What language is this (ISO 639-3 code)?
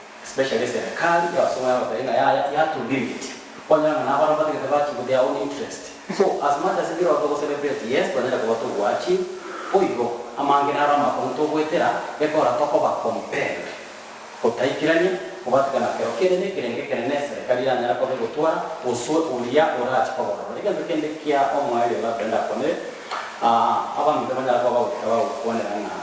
guz